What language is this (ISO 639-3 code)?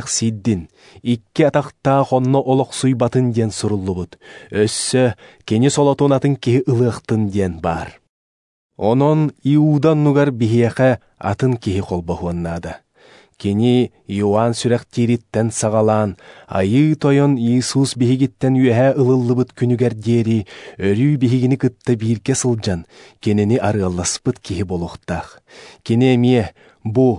sah